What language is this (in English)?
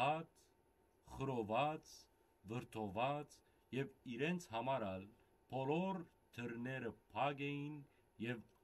Western Armenian